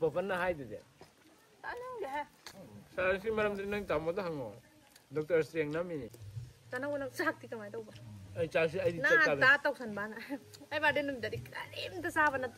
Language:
Manipuri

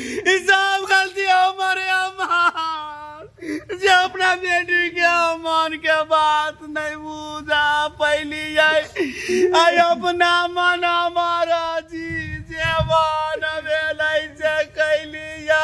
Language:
Maithili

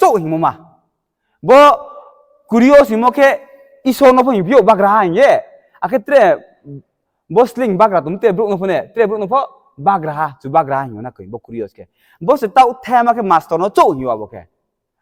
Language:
Riang (India)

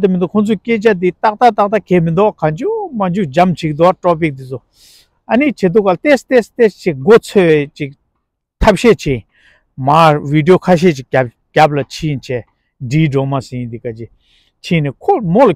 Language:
Tibetan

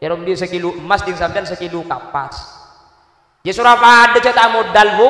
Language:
Madurese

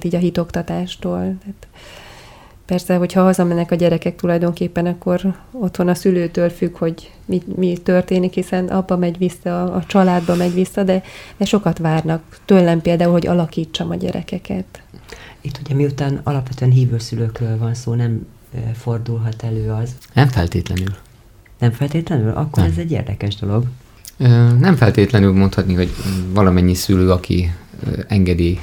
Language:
Hungarian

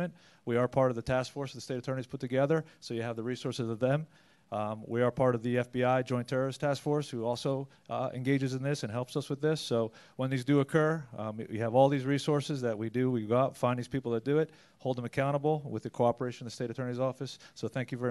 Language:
English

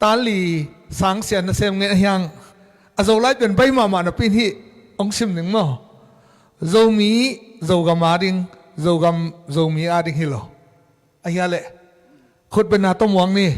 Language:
Tedim Chin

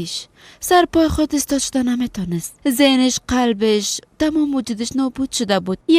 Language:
Persian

